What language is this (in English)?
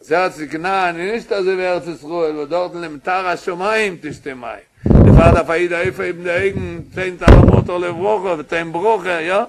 Yiddish